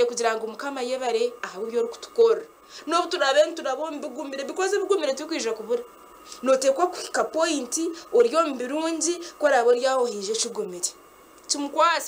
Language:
Nyankole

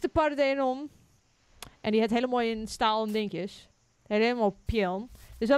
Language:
Western Frisian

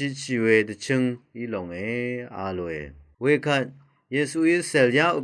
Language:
Rawang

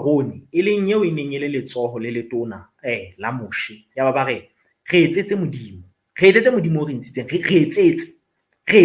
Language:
Southern Sotho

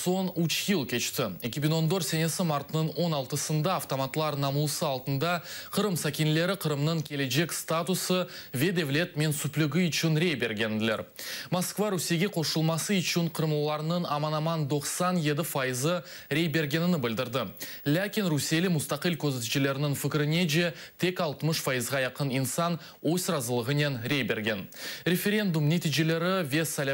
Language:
Crimean Tatar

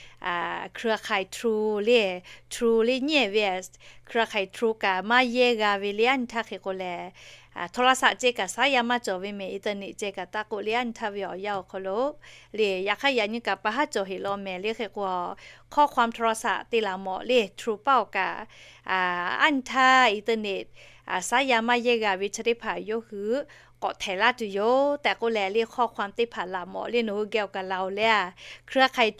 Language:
Lahu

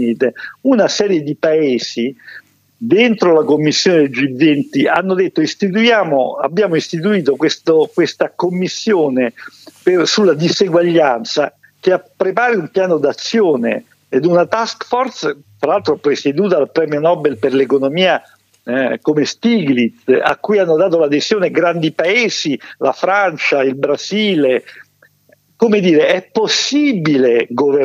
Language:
Italian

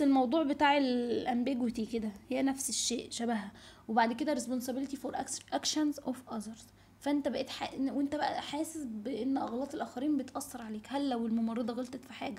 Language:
Egyptian Arabic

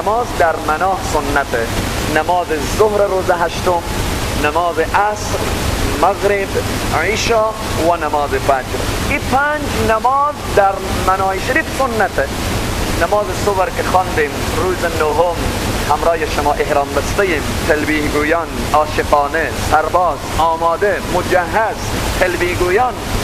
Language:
Persian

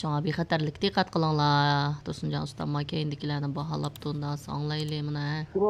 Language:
Uyghur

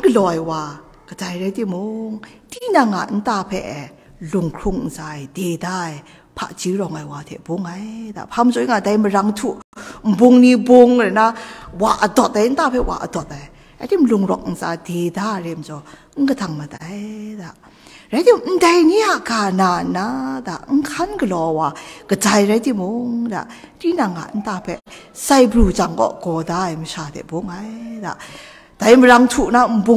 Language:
Kachin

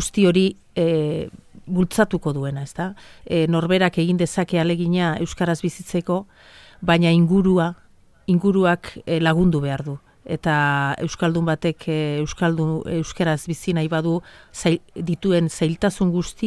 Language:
Basque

